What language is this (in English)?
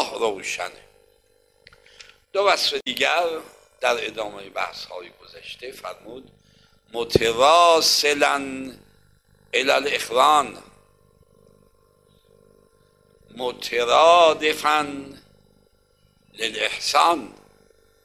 Persian